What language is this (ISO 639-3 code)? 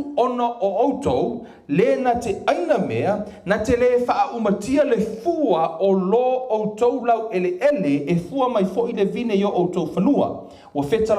smo